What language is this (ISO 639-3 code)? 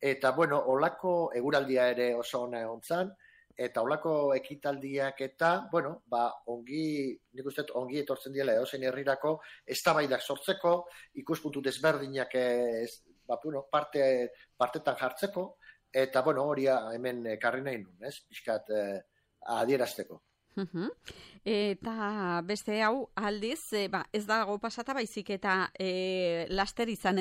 eus